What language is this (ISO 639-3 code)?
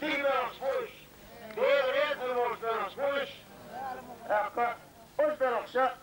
che